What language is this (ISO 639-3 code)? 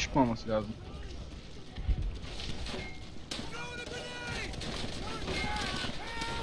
tur